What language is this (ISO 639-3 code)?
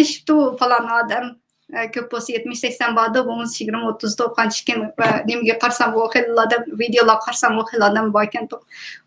uig